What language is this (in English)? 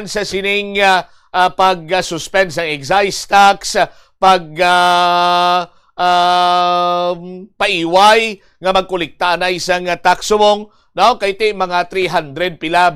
Hiligaynon